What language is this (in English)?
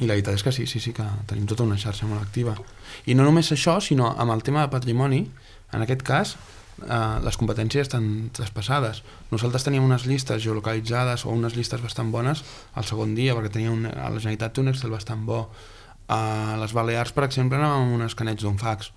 Catalan